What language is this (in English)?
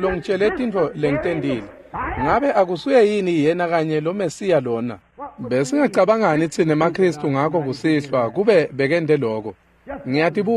Swati